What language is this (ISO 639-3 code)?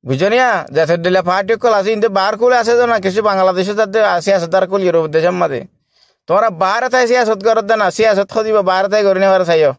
rhg